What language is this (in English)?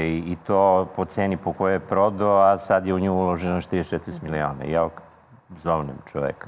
Serbian